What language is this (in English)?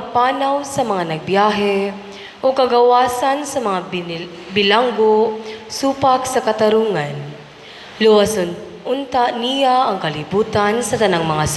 Cebuano